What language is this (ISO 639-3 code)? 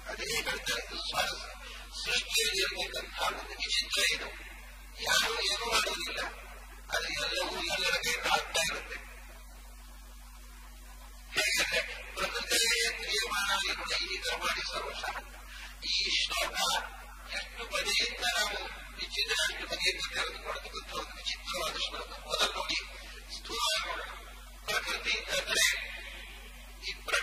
kan